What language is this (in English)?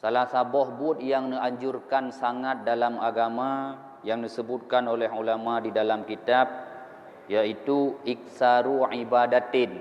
Achinese